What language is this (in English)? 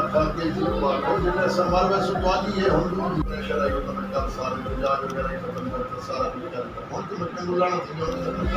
Saraiki